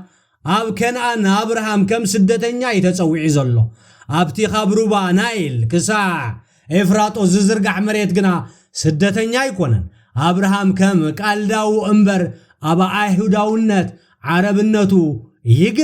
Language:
Tigrinya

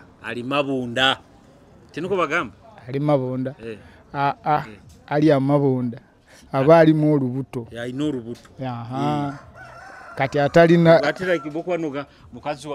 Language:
Tooro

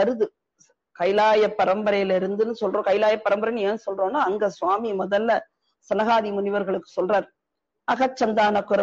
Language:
Tamil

